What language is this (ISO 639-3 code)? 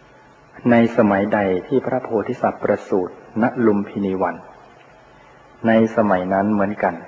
tha